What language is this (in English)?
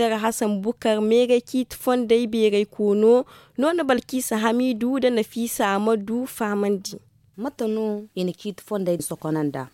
Zarma